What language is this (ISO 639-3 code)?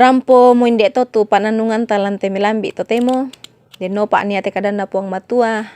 sda